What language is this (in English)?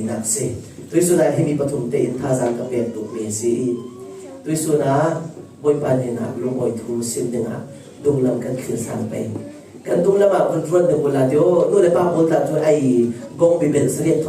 Falam Chin